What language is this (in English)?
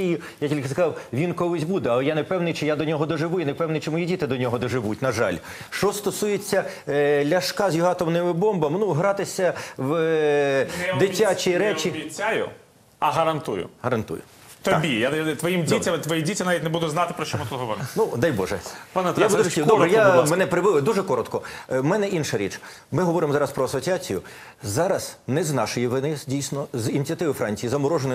Ukrainian